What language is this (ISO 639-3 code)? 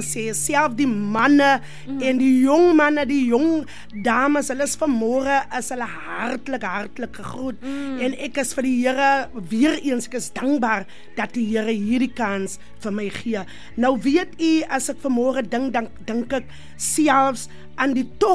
afr